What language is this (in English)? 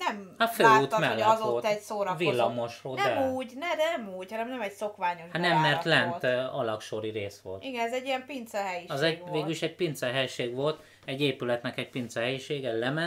Hungarian